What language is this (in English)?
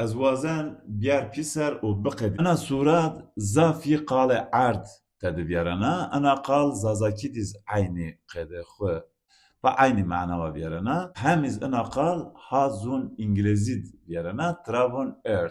Zaza